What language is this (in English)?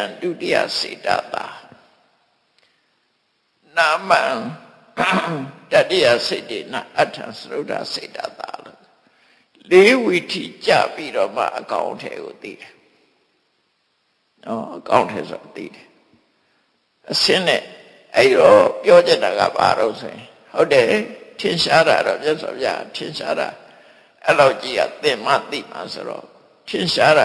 Burmese